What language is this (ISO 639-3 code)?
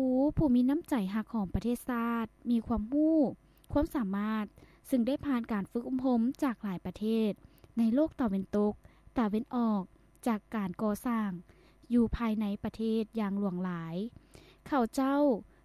lao